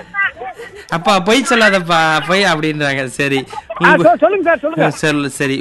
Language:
Tamil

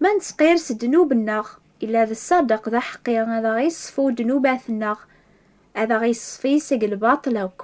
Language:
Kabyle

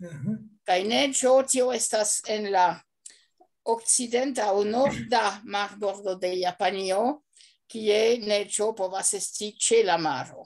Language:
Esperanto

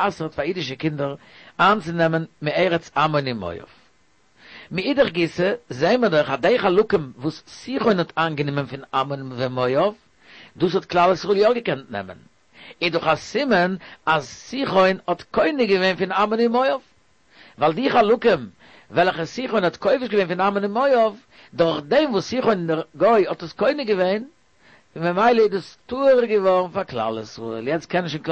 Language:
Yiddish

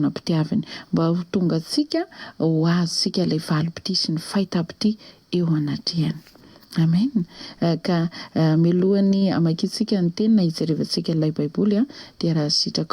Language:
Malagasy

